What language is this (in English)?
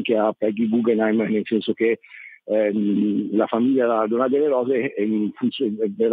Italian